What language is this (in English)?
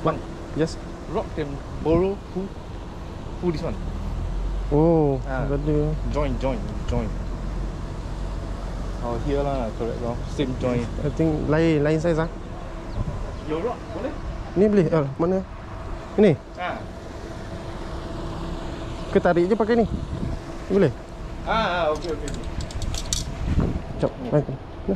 Malay